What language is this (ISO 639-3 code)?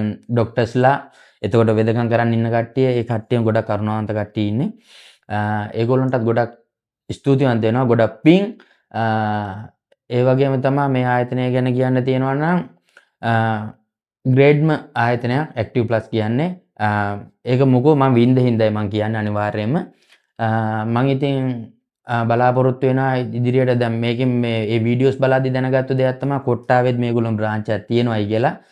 sin